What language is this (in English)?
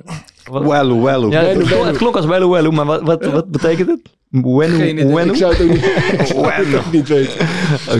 Dutch